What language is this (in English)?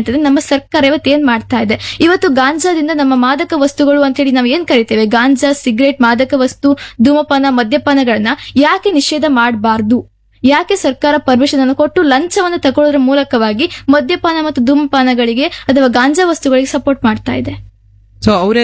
Kannada